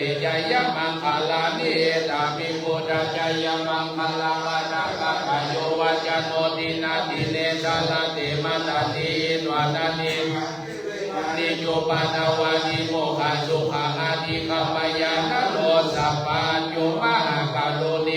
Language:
Pali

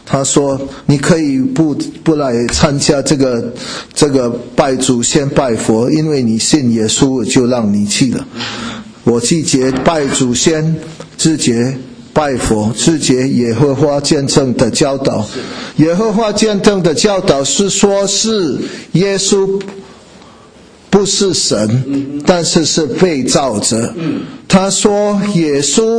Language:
Chinese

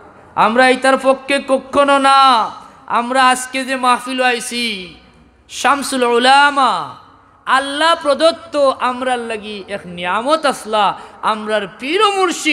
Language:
Sylheti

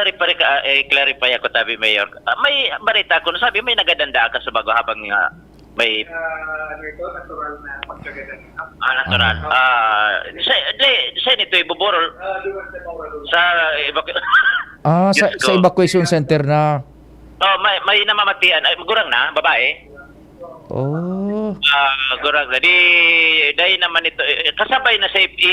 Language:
Bikol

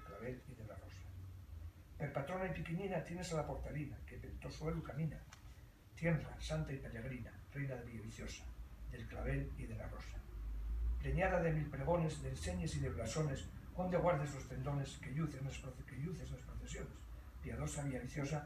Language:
Asturian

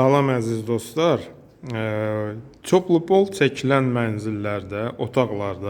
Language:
Azerbaijani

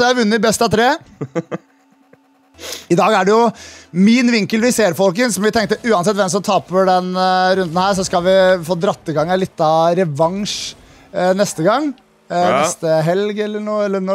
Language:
Norwegian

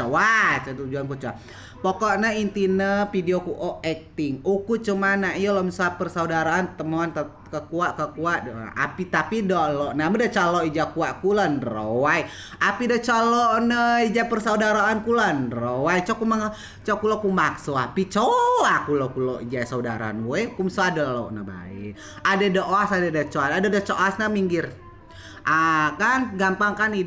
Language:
Rejang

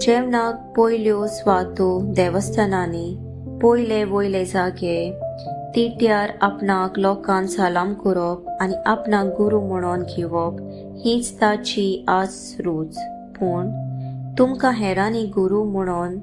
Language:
Konkani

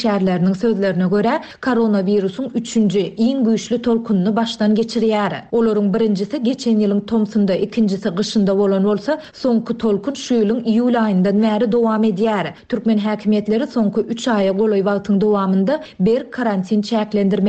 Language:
Turkmen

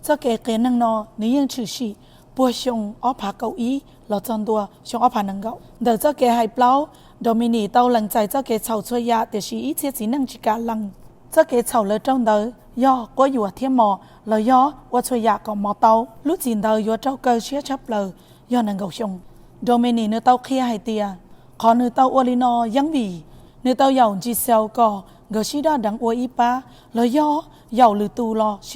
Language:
Hmong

